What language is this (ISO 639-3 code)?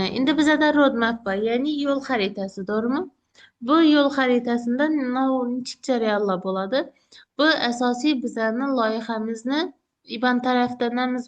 uzb